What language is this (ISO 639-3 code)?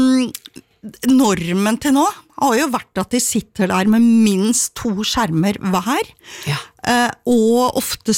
nor